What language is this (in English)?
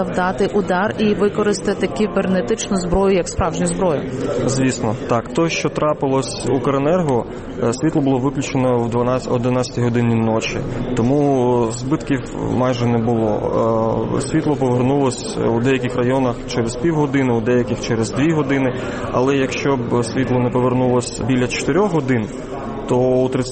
Ukrainian